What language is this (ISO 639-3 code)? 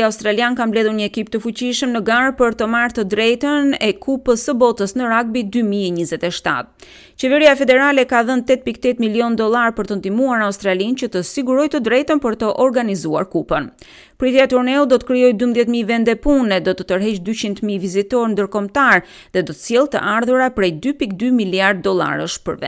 sqi